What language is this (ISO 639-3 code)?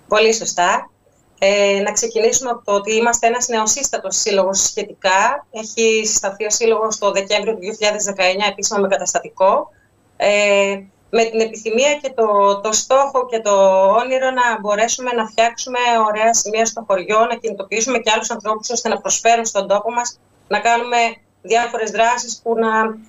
ell